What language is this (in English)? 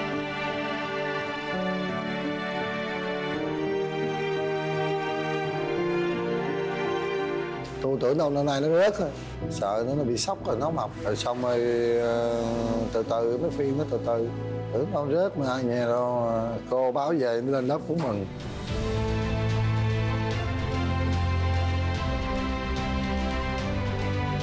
Vietnamese